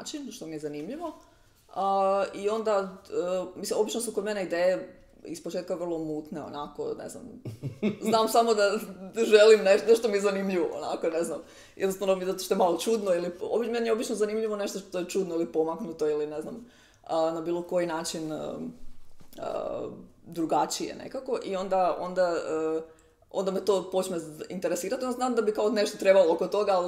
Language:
Croatian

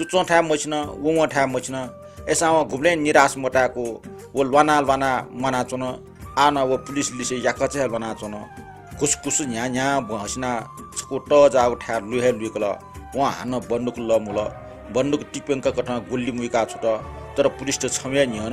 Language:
Newari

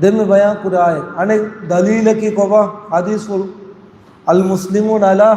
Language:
Divehi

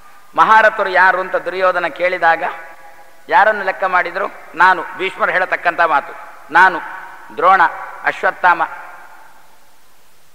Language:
Kannada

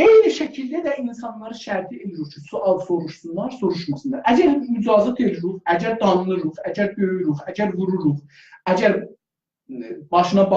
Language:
South Azerbaijani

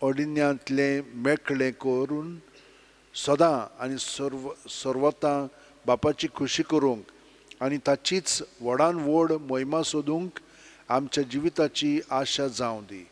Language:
Konkani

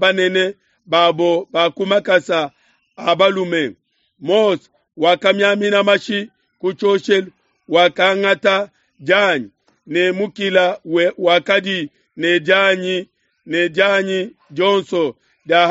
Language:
Luba-Lulua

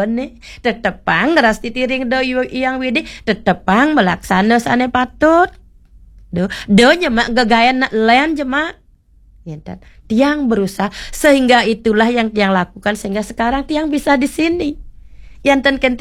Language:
Balinese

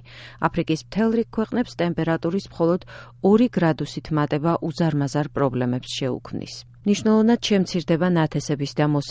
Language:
Georgian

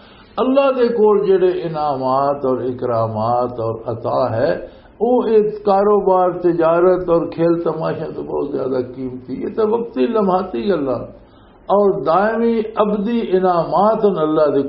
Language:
Western Panjabi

